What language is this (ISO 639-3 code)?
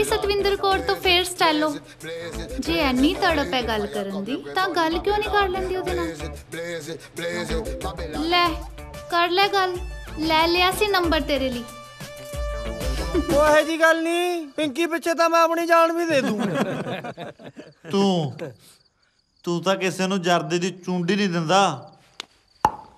pan